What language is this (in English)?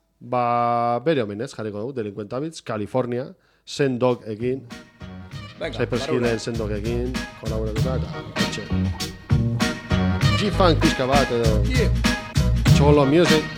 Basque